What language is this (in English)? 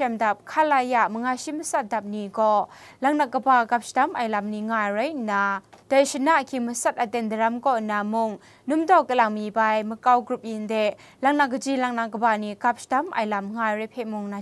Kachin